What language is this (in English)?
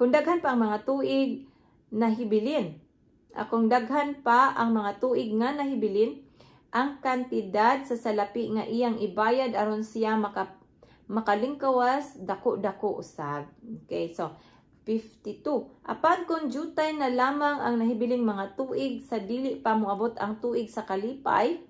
Cebuano